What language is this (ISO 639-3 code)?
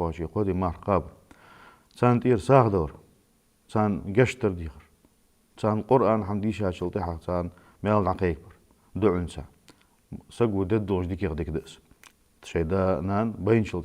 inh